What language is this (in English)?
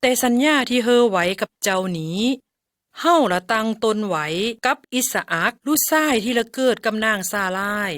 Lao